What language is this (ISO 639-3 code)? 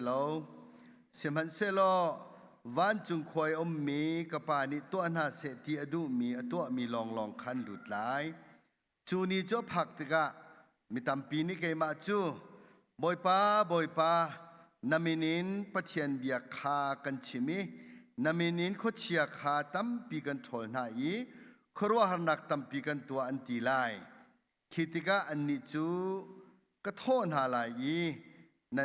cnh